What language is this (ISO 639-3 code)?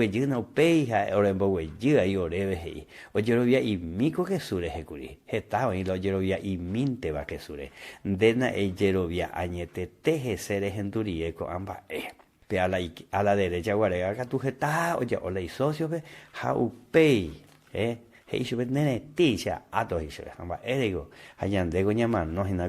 grn